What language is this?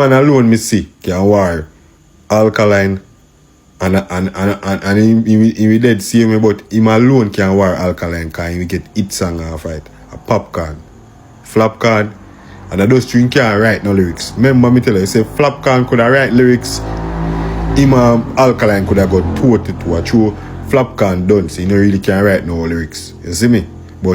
Jamaican Creole English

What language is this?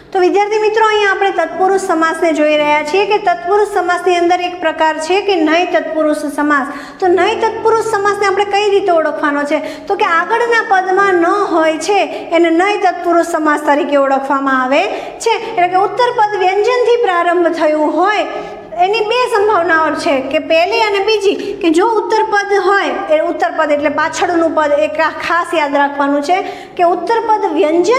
Gujarati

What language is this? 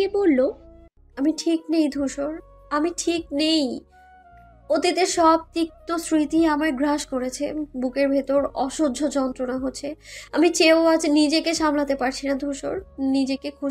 Bangla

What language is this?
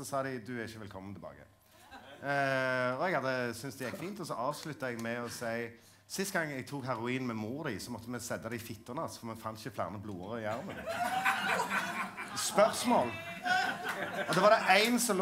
Norwegian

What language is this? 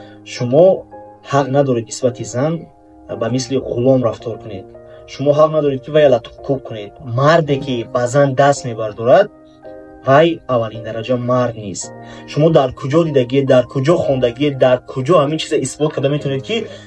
Tajik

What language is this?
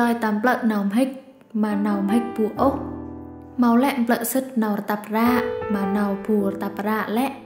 Central Mnong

